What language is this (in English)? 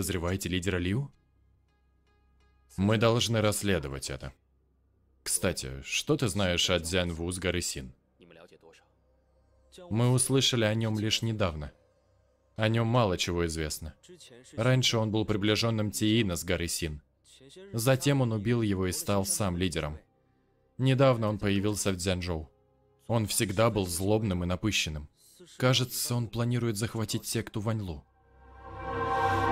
Russian